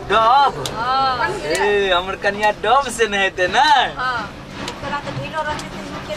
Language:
Maithili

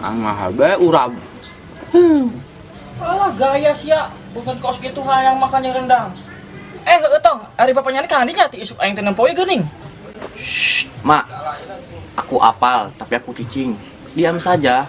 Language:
Sundanese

